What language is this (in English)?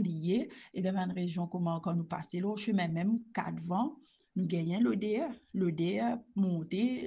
Morisyen